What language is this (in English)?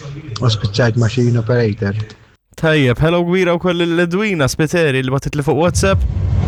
Maltese